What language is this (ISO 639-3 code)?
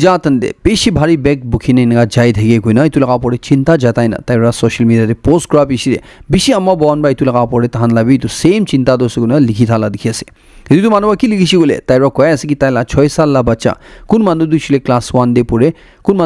nag